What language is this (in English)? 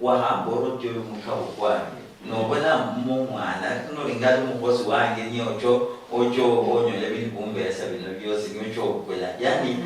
Luyia